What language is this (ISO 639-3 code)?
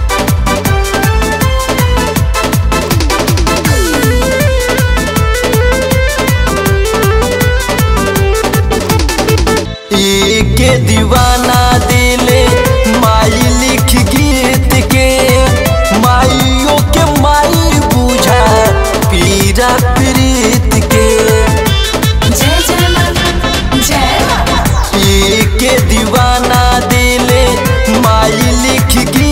bho